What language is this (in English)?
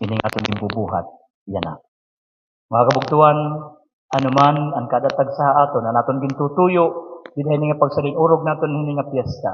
Waray